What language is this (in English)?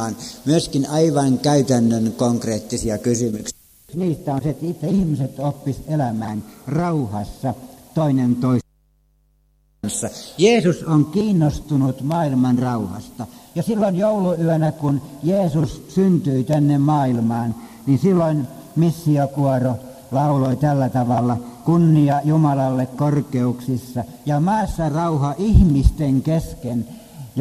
Finnish